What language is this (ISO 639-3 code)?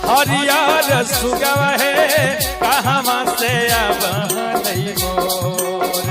mag